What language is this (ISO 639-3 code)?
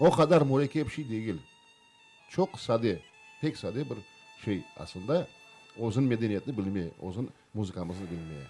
crh